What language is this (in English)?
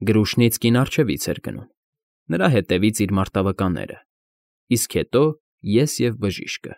Armenian